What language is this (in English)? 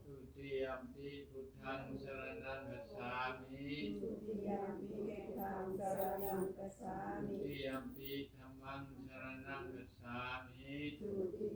Pali